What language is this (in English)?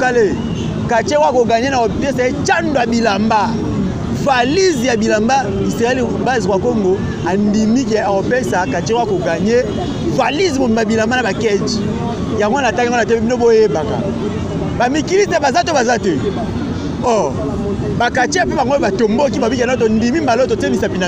Lingala